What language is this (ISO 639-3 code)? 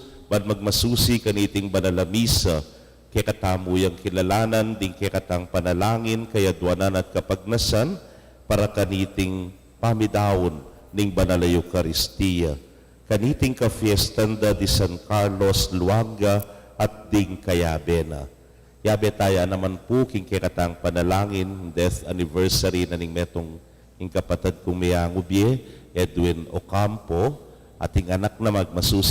pam